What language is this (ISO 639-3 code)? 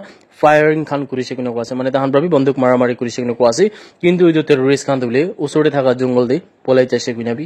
nag